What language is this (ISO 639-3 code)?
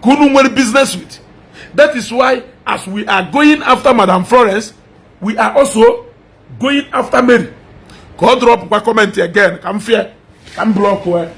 ibo